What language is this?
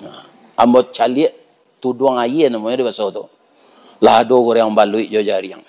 Minangkabau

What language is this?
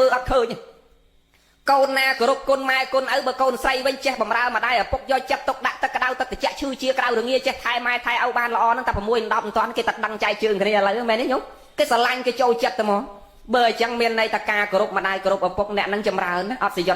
Khmer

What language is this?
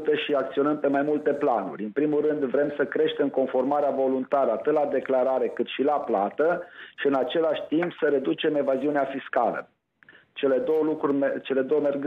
Romanian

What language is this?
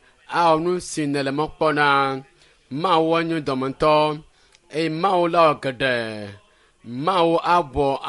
Ewe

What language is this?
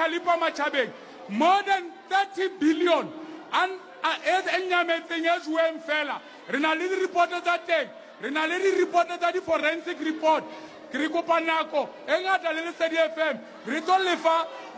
Southern Sotho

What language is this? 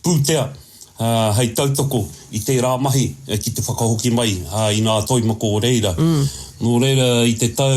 Māori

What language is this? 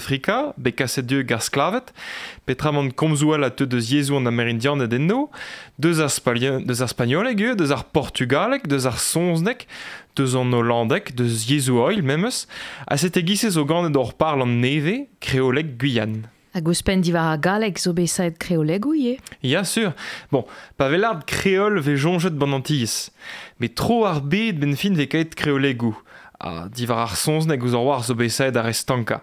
Breton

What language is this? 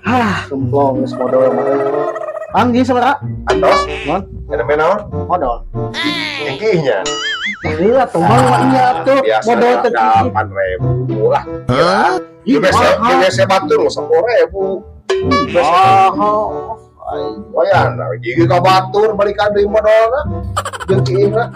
Sundanese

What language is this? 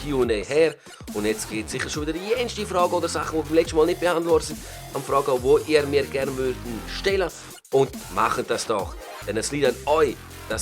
Swiss German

